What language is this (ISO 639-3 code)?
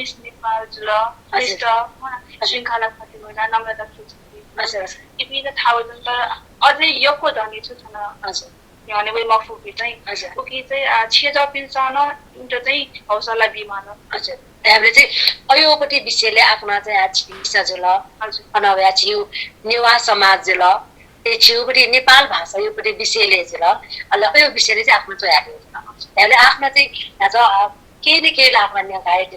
new